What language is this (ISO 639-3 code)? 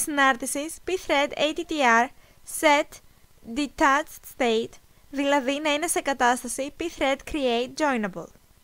ell